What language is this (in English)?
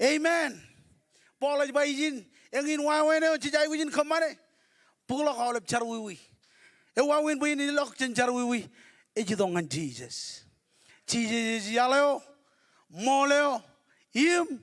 Marshallese